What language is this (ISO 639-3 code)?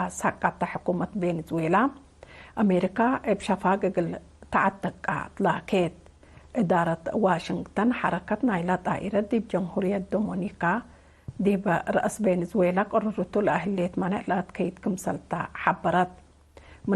tig